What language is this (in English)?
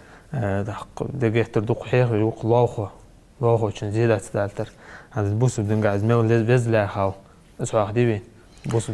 Ingush